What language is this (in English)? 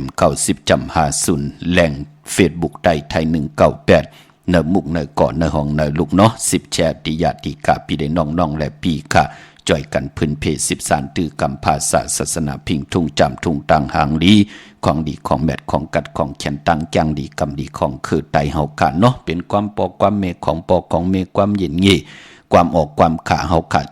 Shan